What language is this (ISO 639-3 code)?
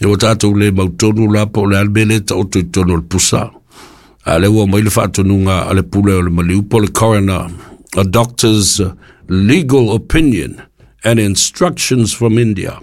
smo